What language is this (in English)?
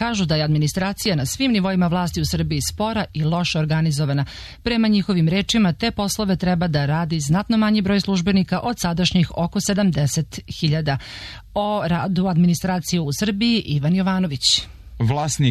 Serbian